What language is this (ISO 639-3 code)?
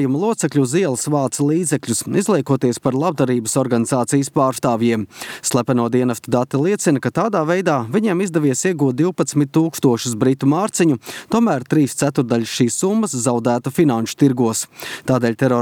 lav